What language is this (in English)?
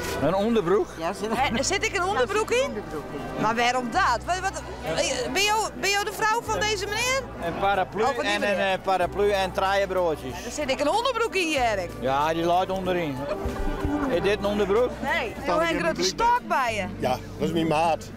Western Frisian